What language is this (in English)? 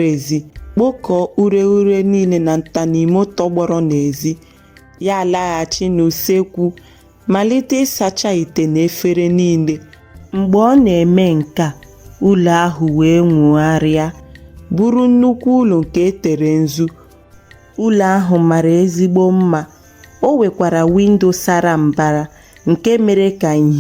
Igbo